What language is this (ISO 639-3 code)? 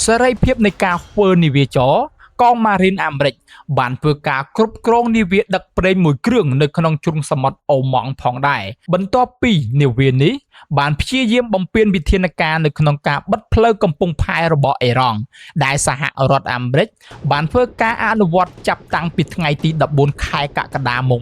khm